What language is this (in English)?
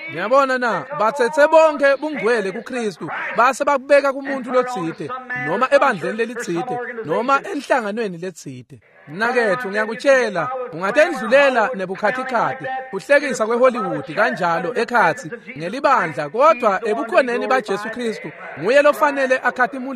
Swati